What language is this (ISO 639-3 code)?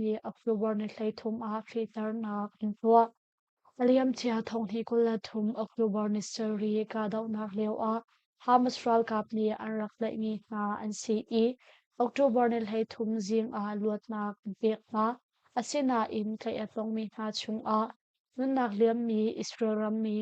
cnh